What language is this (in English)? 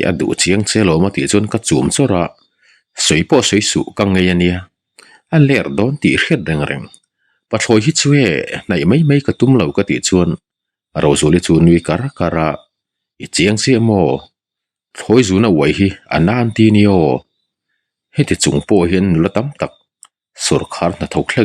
Mizo